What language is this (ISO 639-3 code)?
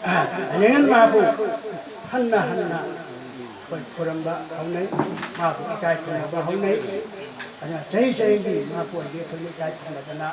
mni